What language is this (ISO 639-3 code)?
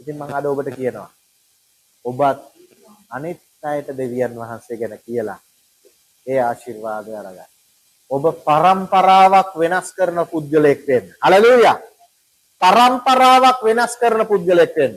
sin